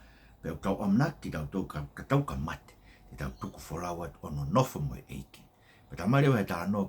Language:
Tongan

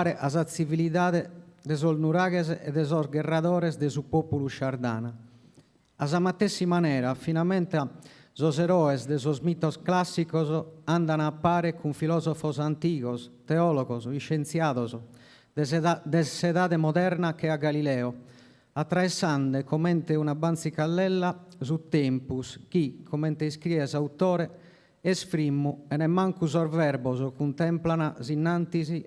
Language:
Sardinian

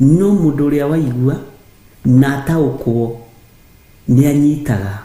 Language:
Kikuyu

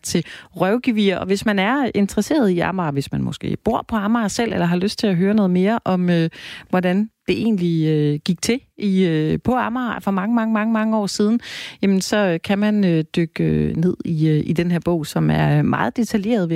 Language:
Danish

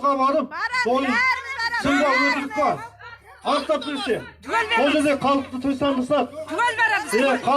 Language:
Kazakh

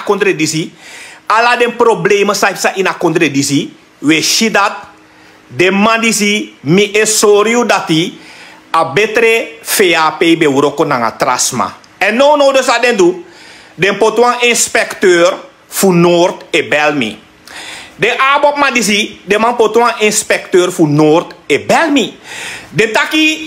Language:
Sranan Tongo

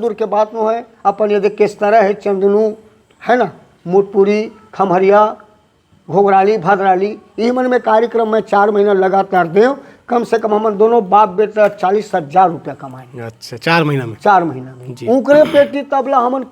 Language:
Chhattisgarhi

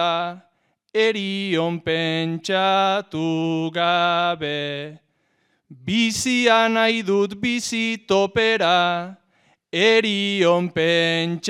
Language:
Basque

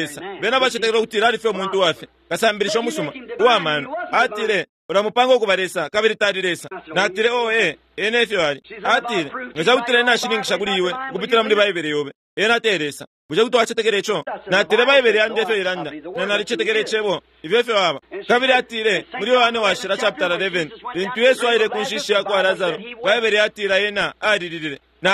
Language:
Bemba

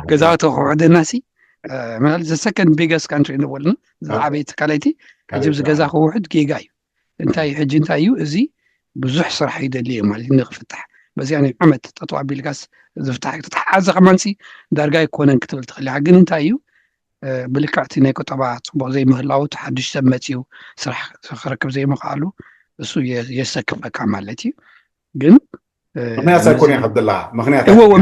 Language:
Tigrinya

